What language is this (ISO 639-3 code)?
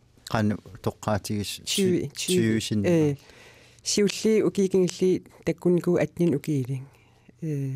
kal